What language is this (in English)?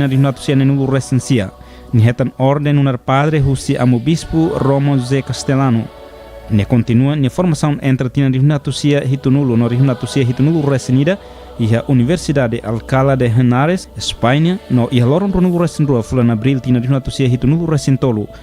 Tetum